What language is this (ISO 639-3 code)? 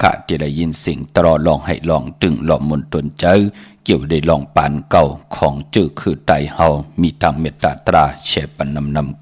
shn